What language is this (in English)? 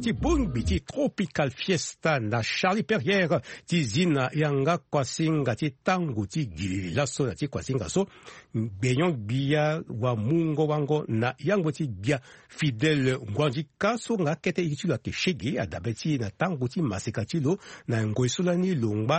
Sango